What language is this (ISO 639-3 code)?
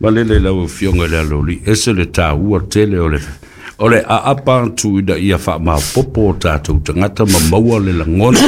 smo